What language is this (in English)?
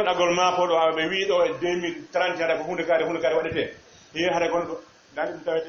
Fula